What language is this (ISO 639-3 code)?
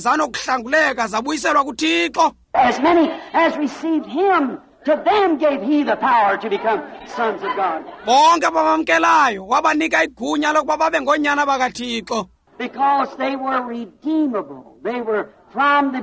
xho